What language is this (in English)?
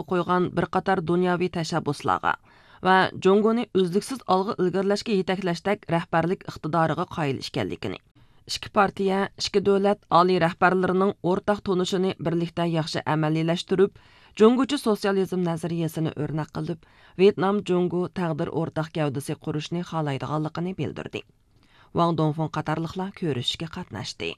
Uyghur